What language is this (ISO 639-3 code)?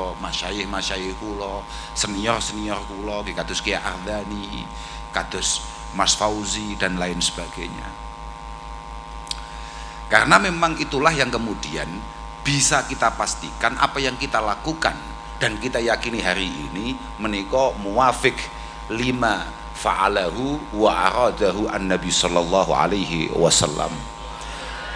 jav